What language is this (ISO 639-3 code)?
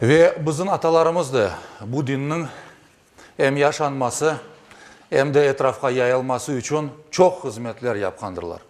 crh